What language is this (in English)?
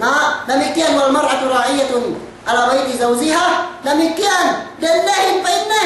Yakan